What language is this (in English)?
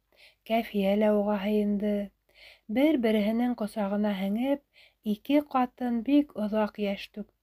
Bashkir